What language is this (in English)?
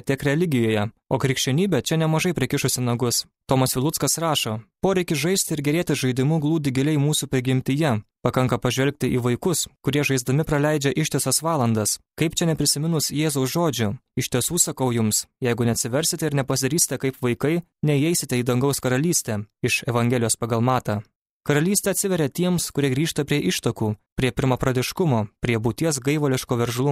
Lithuanian